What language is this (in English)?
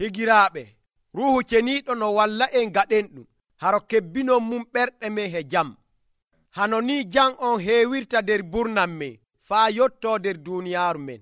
Nigerian Fulfulde